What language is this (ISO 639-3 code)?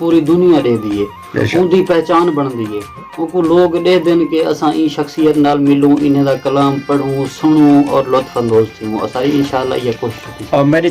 skr